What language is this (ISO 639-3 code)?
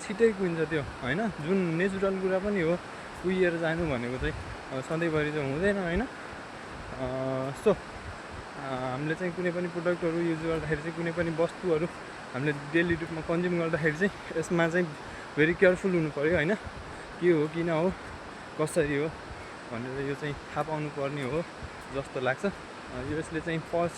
nep